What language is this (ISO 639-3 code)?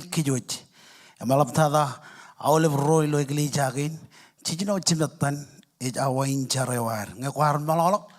mah